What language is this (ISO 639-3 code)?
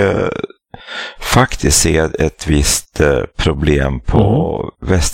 swe